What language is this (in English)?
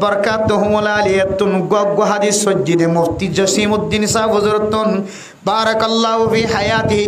Rohingya